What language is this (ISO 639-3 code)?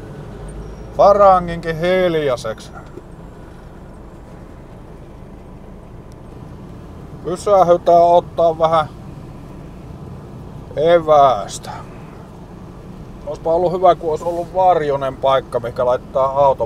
fin